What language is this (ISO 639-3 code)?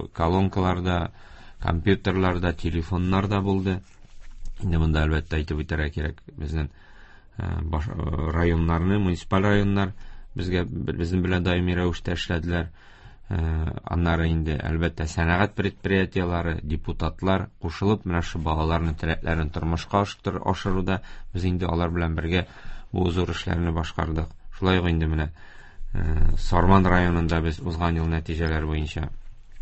tat